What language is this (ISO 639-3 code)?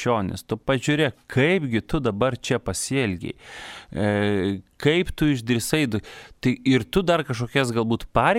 lit